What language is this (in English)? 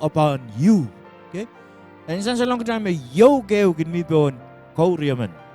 Pohnpeian